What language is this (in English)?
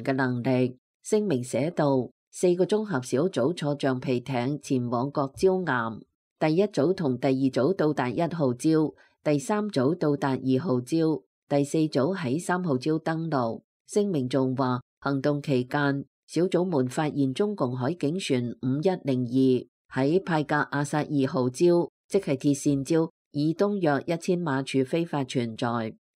Cantonese